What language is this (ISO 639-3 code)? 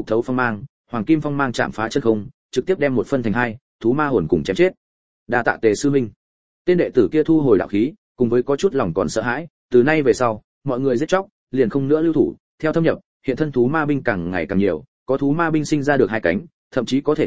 vie